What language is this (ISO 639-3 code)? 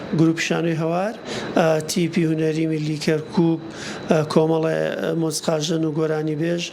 ckb